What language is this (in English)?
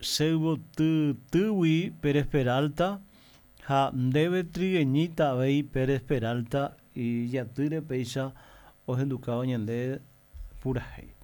Guarani